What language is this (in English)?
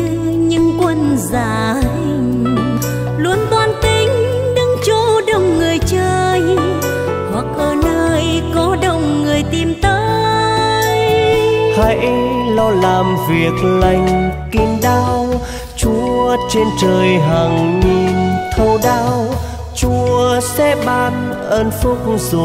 Vietnamese